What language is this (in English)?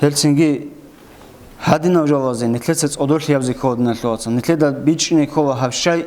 Avaric